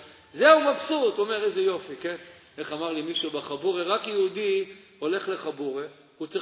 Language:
Hebrew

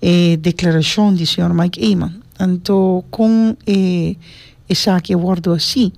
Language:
Papiamento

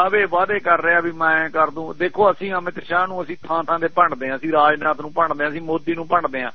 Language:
Punjabi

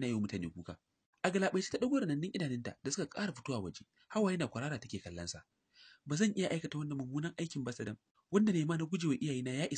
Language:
Hausa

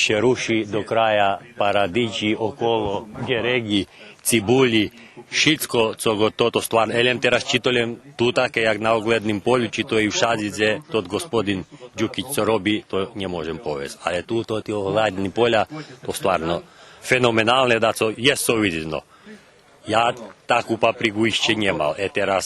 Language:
Rusyn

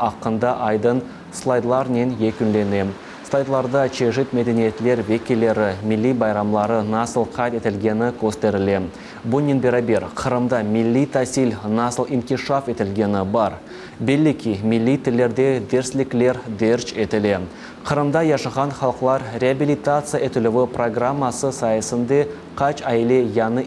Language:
Crimean Tatar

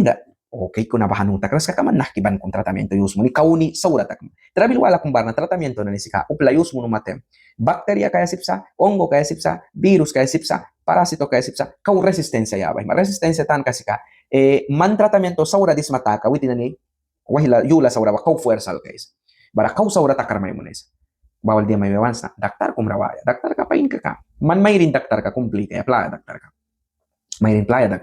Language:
Mískito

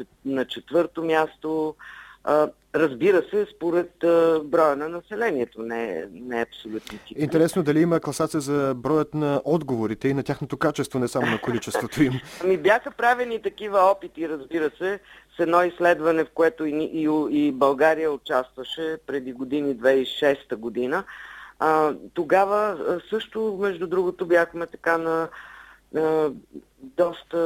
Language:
Bulgarian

